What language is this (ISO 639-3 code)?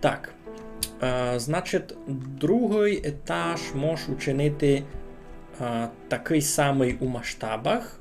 rue